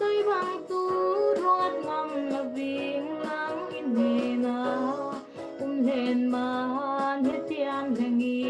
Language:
Falam Chin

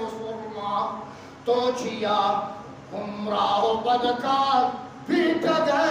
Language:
Eastern Balochi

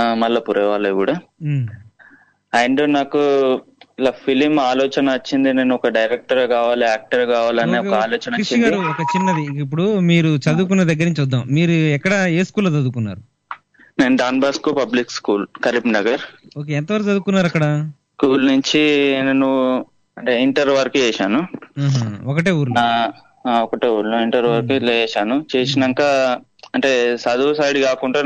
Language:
Telugu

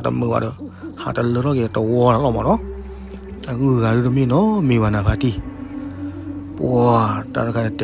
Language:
S'gaw Karen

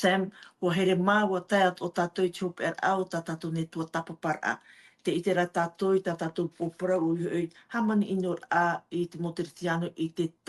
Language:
Tahitian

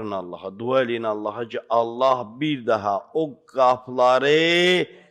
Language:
Azerbaijani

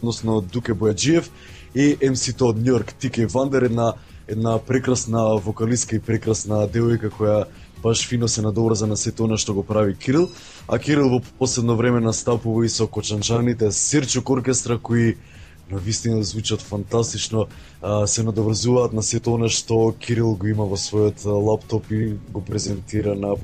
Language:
Macedonian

